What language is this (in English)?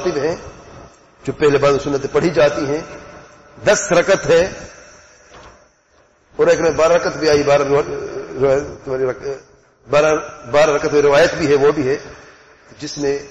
Urdu